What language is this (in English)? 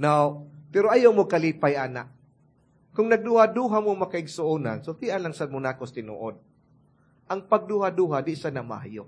Cebuano